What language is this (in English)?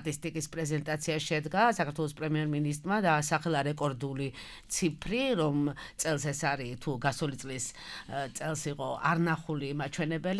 Georgian